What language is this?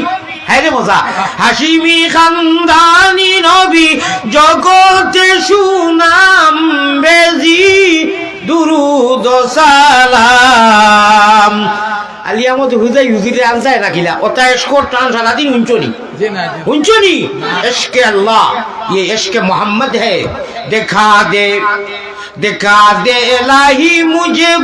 Sylheti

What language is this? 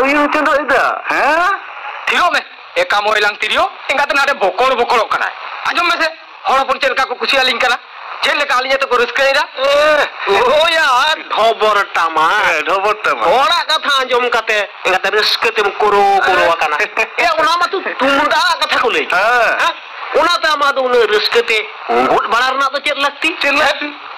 Santali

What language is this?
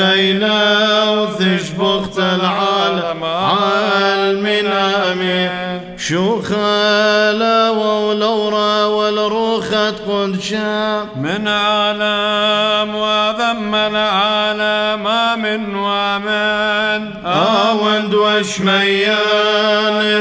Classical Syriac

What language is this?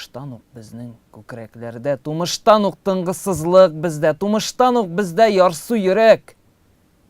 Tatar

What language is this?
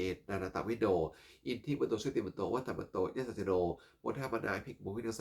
Pali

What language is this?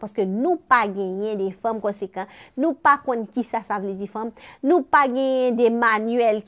Haitian Creole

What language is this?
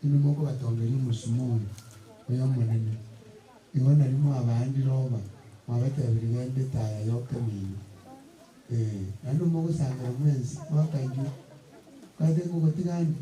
Gusii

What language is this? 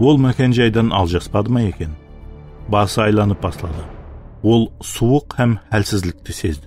Kara-Kalpak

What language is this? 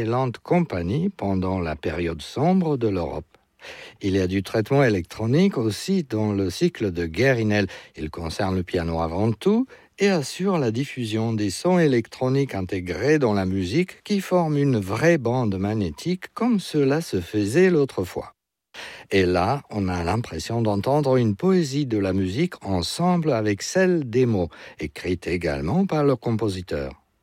French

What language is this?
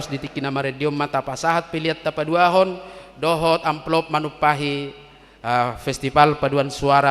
Batak Toba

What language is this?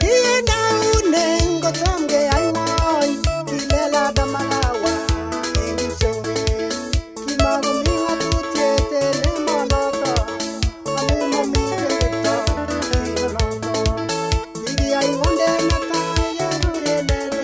Kalenjin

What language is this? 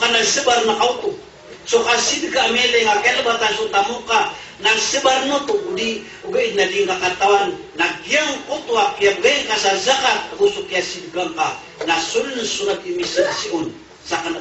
Maranao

